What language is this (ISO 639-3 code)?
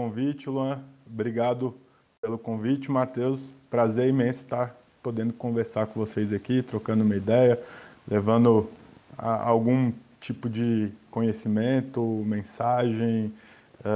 por